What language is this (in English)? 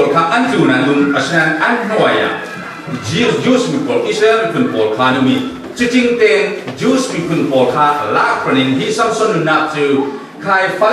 Falam Chin